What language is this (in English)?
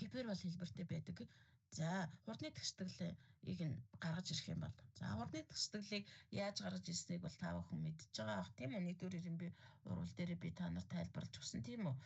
Mongolian